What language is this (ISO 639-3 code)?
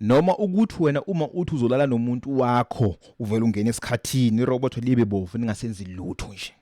zul